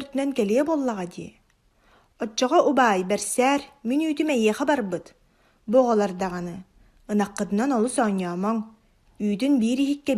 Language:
Yakut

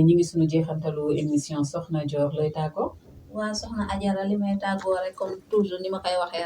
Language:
Wolof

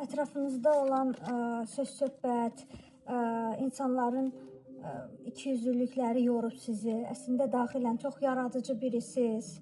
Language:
Azerbaijani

